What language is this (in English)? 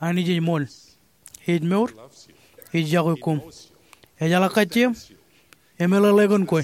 Marshallese